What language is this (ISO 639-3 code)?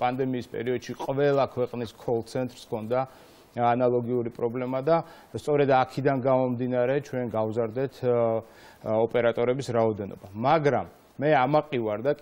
kat